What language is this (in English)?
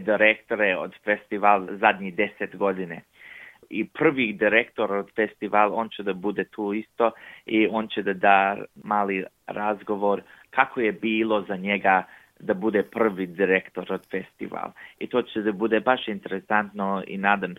Serbian